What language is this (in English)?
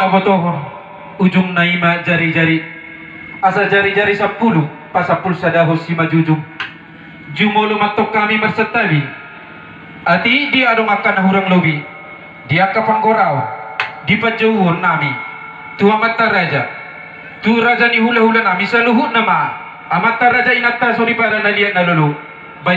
Batak Toba